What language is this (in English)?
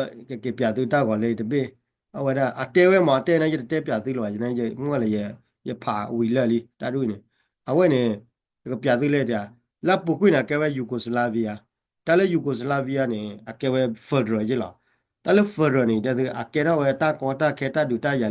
S'gaw Karen